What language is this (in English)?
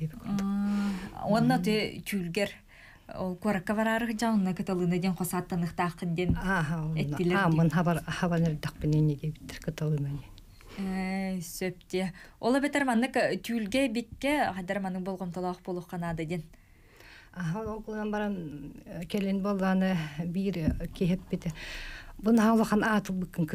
Yakut